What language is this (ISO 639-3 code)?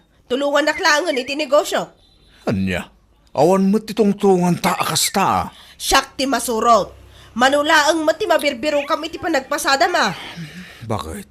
ilo